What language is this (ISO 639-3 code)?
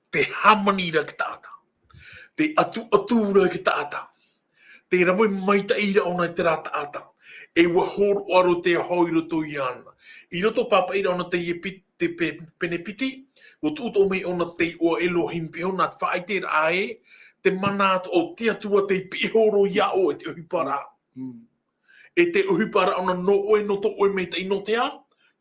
tah